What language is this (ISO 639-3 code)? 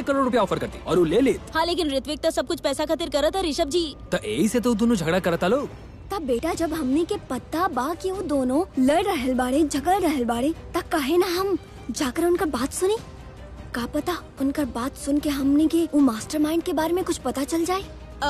bho